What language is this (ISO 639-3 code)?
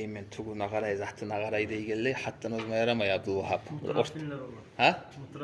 kum